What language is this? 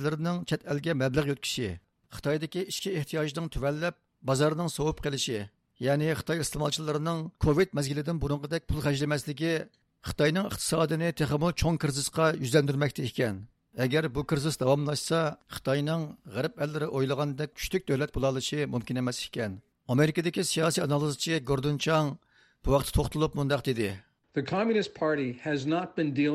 Uyghur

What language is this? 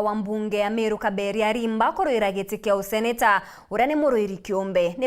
Meru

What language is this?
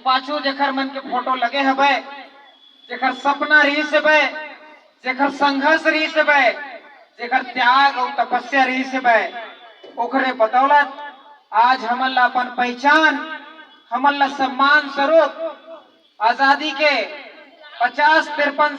Chhattisgarhi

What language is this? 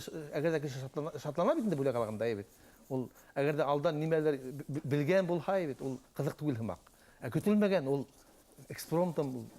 Bashkir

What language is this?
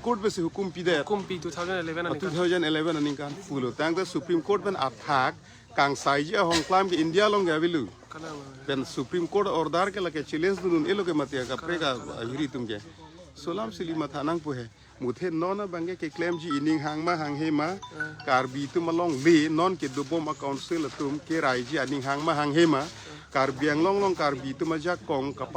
Karbi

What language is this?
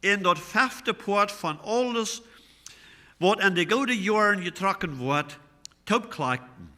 Plautdietsch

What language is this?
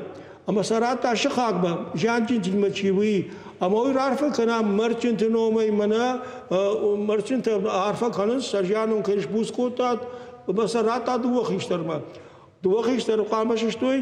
Ossetic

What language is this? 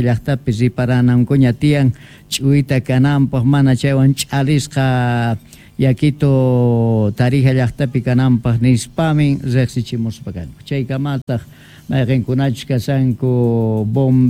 South Bolivian Quechua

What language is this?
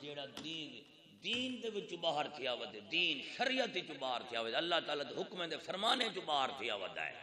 Saraiki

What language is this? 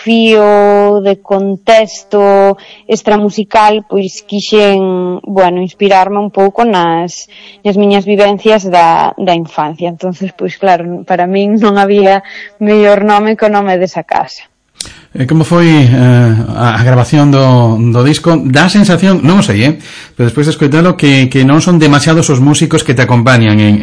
Galician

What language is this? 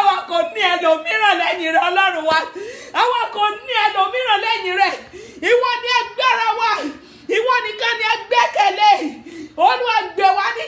Yoruba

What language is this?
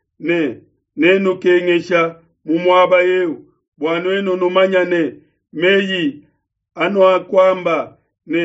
Luba-Lulua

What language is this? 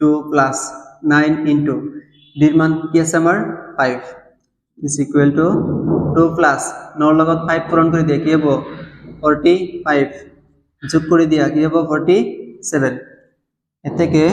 Assamese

